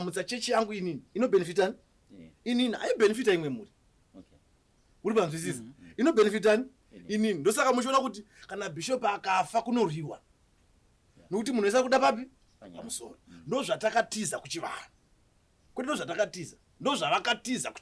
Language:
Shona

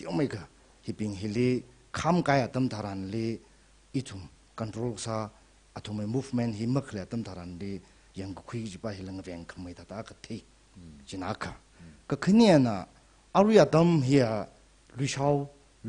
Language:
Tangkhul Naga (India)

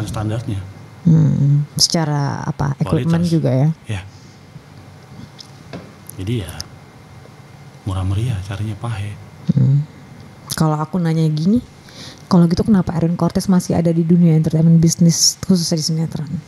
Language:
Indonesian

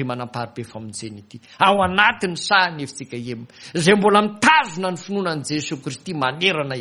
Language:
Malagasy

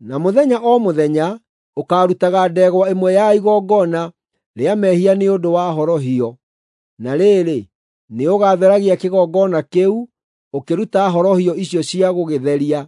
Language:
Kikuyu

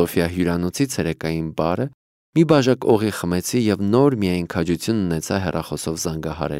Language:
Armenian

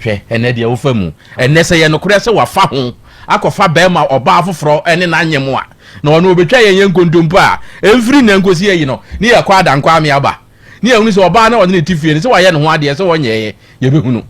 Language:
Akan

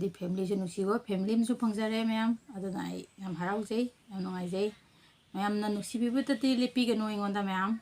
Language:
Manipuri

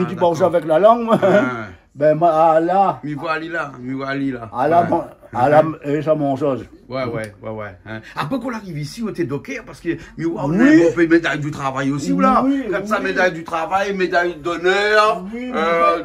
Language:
Réunion Creole French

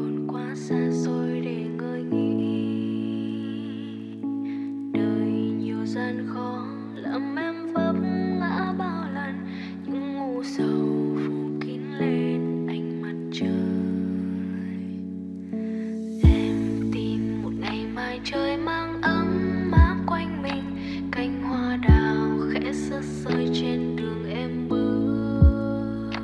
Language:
Vietnamese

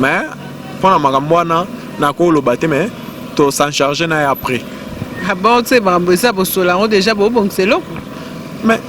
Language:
Lingala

